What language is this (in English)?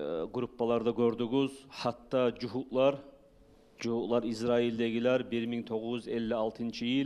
Kumyk